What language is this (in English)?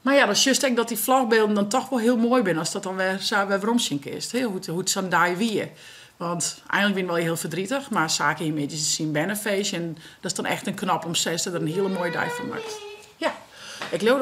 Western Frisian